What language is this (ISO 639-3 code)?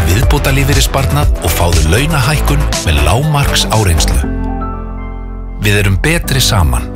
isl